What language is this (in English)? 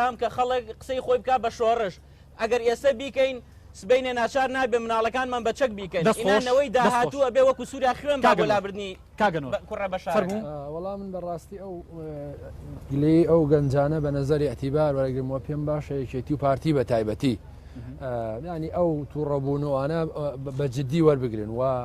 Central Kurdish